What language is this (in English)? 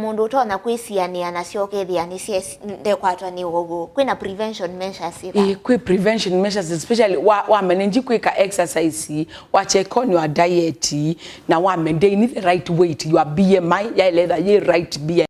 Kamba